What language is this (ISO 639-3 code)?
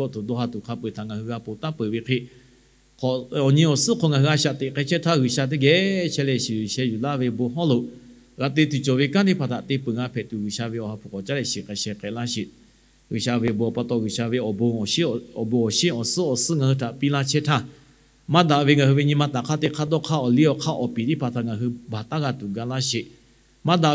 lhu